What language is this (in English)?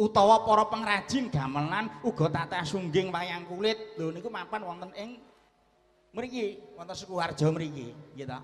Javanese